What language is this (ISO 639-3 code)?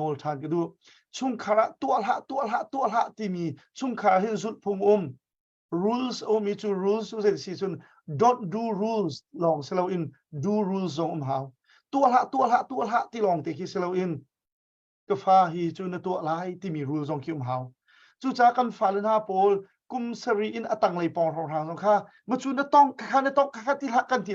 cnh